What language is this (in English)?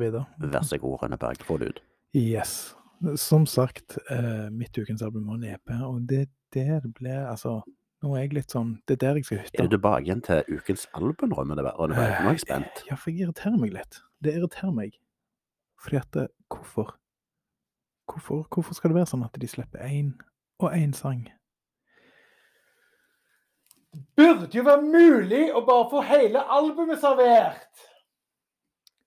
Norwegian